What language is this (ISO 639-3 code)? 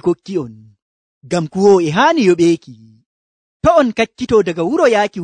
fuv